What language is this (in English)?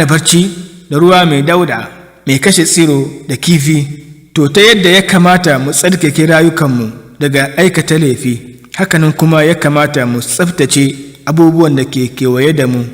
Hausa